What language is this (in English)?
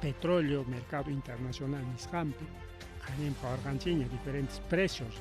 Ayacucho Quechua